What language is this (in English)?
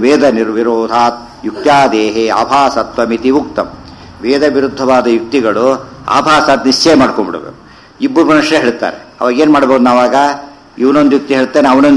Kannada